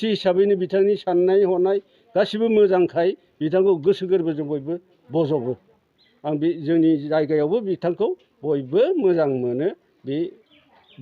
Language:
Bodo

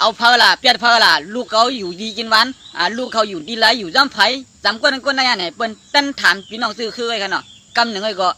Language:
Shan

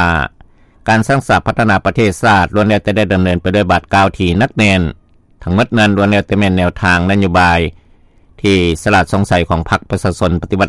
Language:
Lao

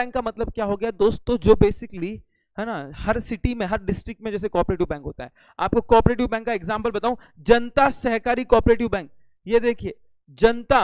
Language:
Hindi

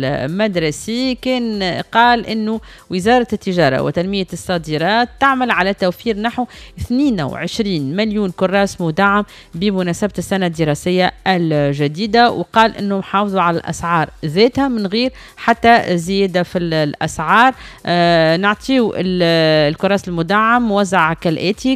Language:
Tunisian Arabic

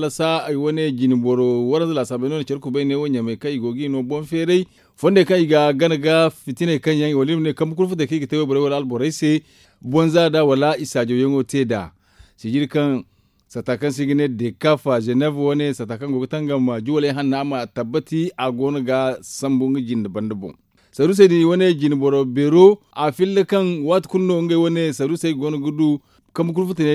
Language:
Zarma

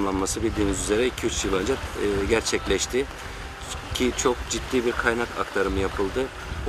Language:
Turkish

